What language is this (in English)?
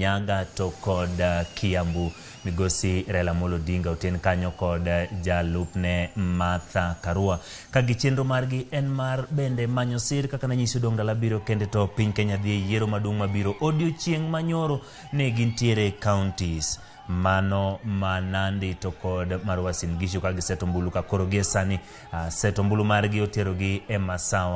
Luo (Kenya and Tanzania)